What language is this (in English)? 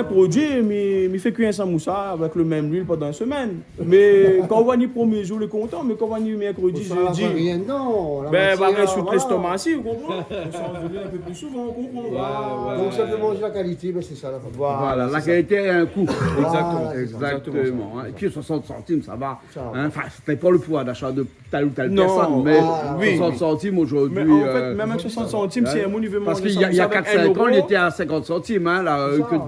Réunion Creole French